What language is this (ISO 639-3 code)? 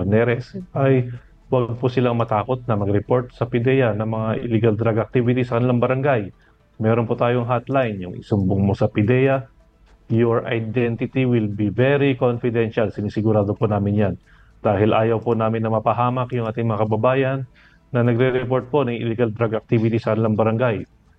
fil